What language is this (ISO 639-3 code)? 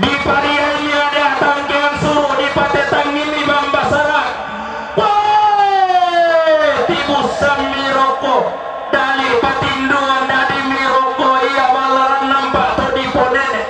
sda